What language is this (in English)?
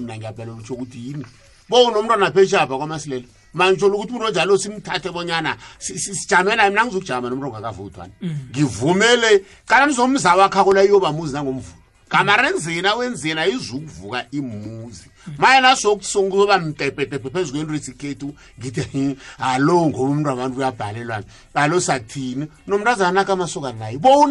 South Ndebele